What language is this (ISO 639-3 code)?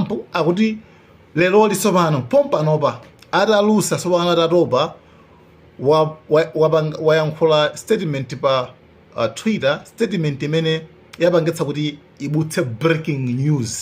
nya